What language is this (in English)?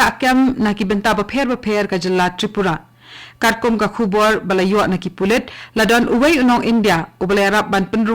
Khasi